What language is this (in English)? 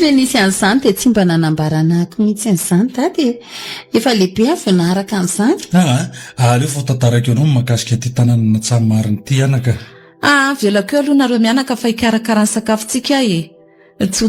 Malagasy